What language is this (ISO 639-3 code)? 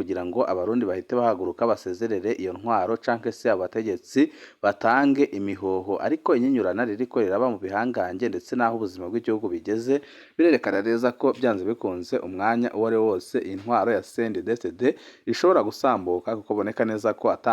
run